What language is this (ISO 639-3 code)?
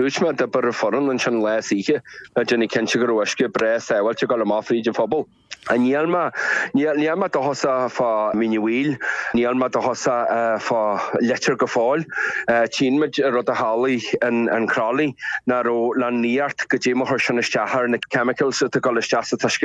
gle